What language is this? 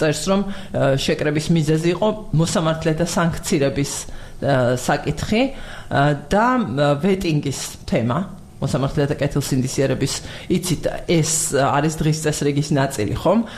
Georgian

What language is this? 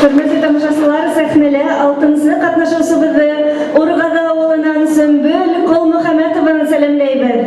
Bashkir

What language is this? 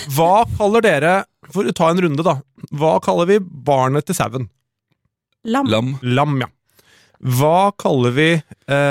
Norwegian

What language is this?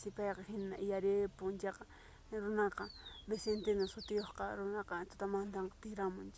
Quechua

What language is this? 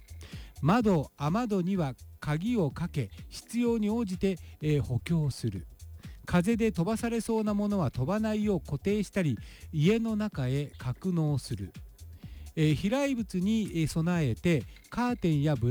Japanese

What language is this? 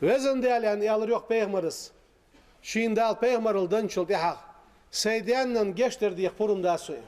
Ingush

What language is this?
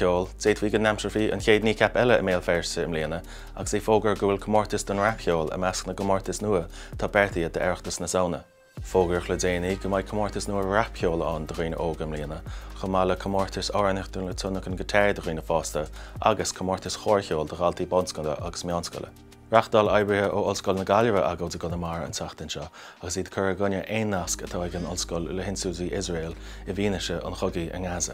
Irish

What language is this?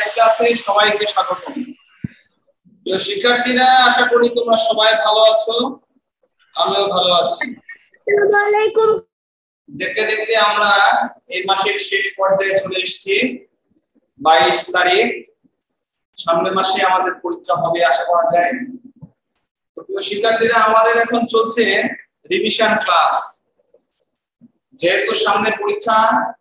Bangla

